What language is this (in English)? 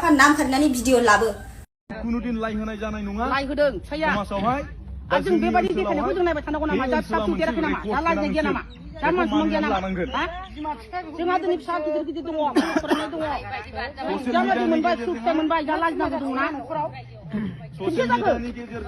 Bodo